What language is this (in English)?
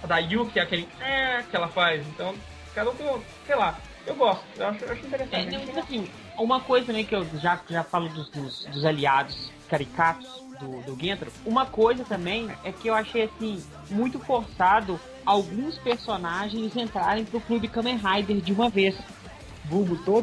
Portuguese